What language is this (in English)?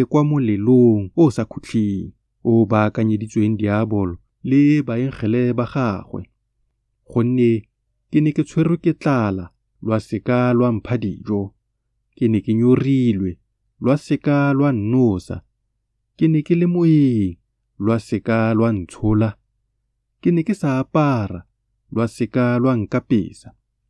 Tswana